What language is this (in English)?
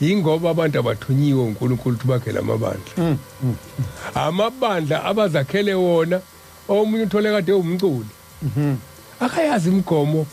Zulu